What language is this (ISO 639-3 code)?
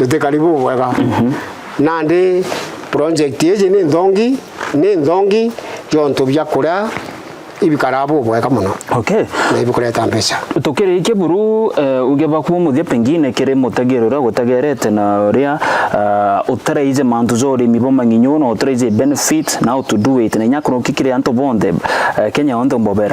mer